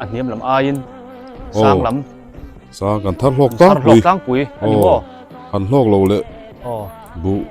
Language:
Biete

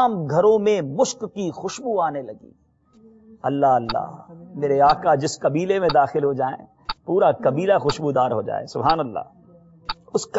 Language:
Urdu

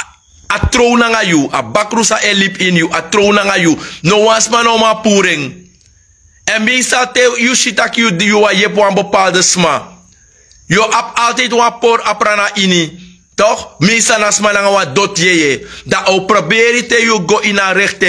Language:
Sranan Tongo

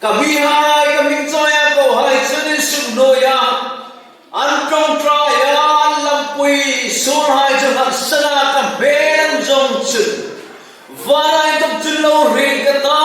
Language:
Hmar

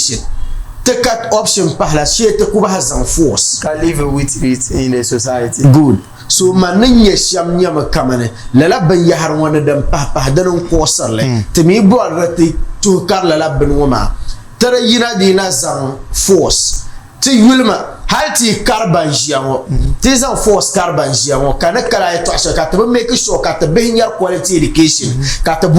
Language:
Dagbani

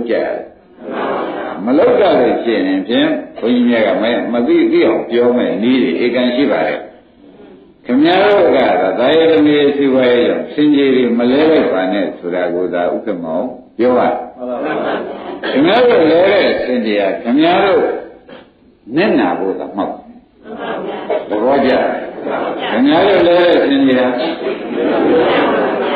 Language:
Burmese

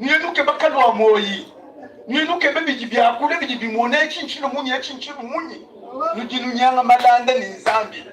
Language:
Luba-Lulua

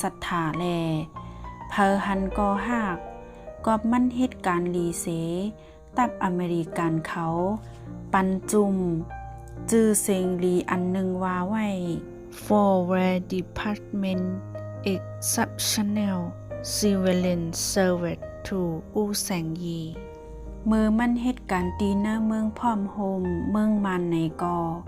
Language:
Shan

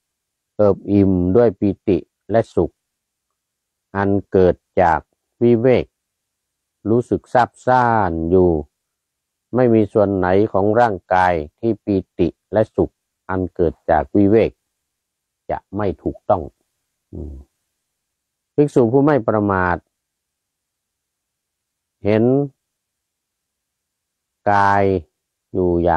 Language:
Thai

